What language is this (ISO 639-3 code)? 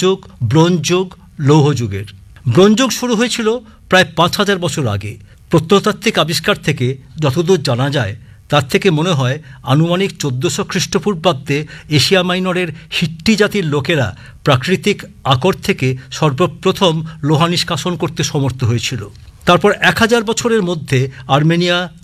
ben